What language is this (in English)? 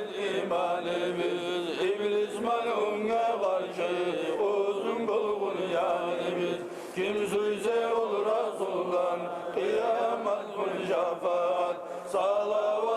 Kumyk